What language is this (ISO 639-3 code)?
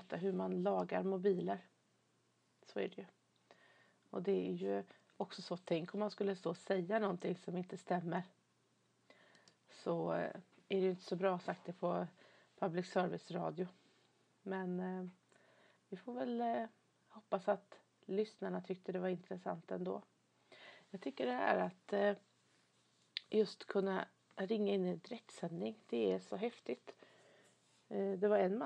swe